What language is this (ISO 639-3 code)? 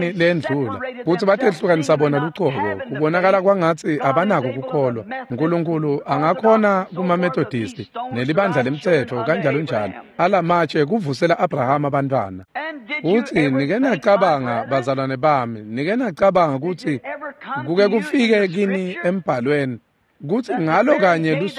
ssw